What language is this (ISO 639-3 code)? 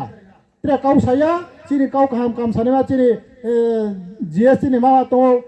ria